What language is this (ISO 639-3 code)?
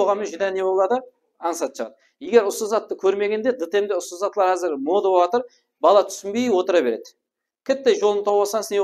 kaa